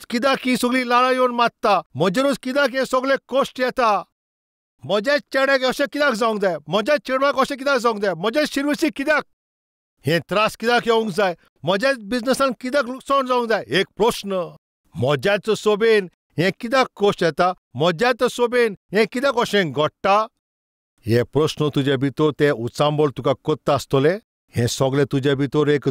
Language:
Konkani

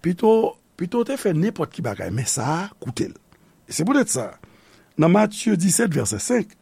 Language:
Haitian Creole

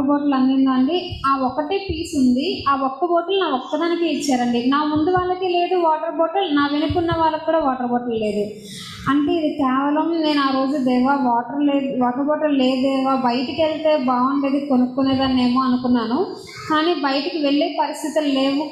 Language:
Telugu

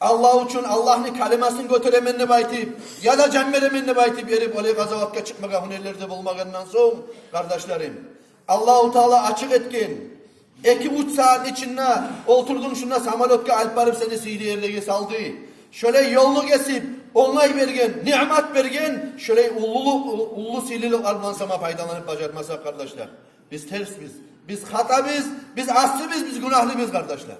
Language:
Kumyk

